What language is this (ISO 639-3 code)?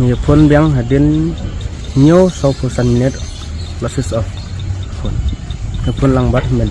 kha